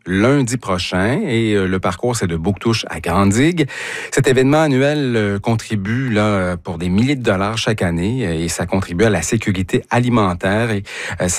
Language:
French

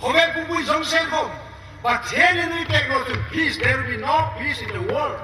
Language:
Hmar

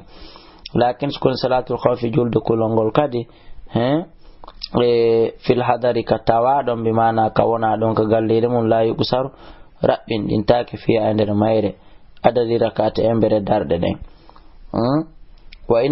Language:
Fula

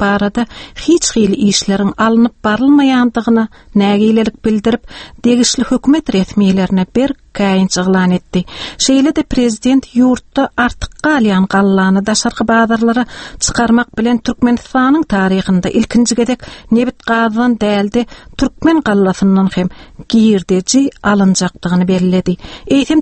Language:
Turkmen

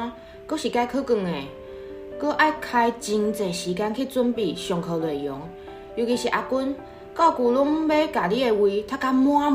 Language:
Min Nan Chinese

